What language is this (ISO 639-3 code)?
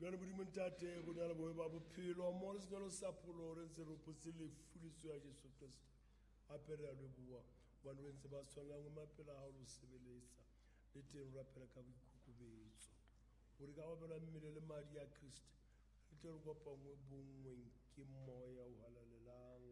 sot